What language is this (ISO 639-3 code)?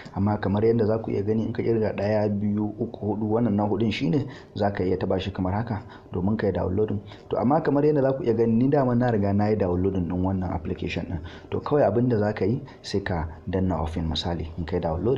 hau